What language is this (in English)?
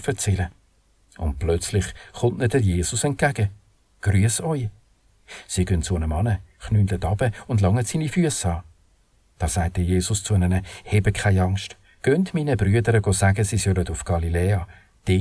Swiss German